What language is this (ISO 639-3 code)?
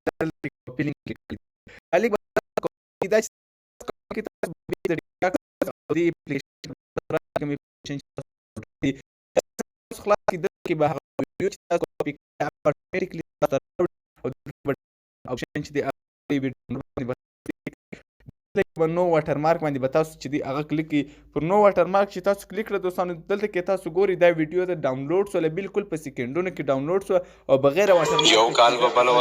pus